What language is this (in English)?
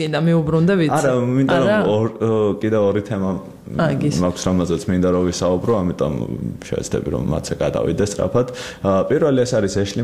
Georgian